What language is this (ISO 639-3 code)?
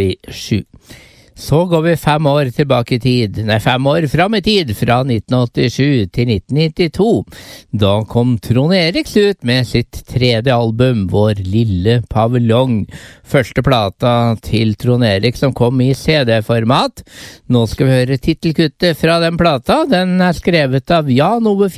nor